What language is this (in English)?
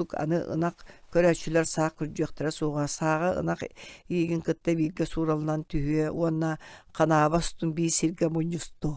Yakut